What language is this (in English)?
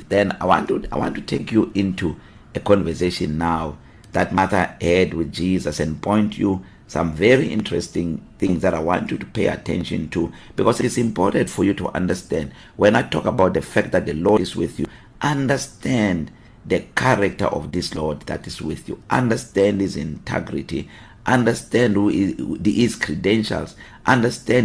English